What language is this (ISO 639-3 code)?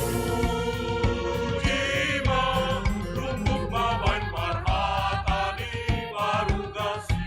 bts